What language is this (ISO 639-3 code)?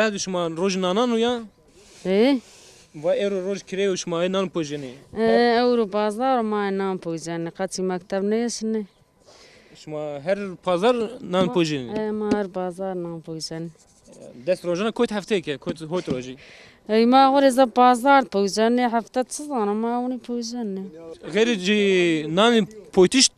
zza